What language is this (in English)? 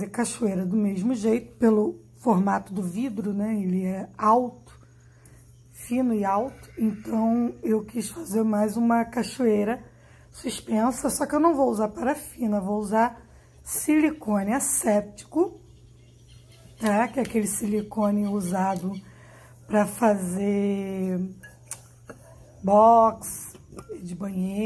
Portuguese